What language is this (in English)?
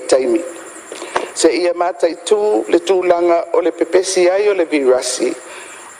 Samoan